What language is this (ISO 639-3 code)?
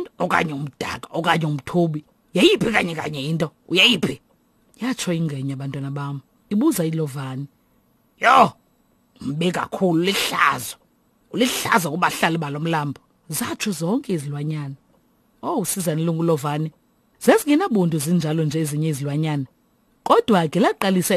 xho